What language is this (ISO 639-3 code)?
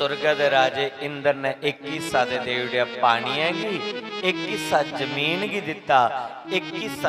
doi